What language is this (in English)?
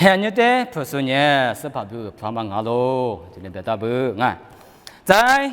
Lisu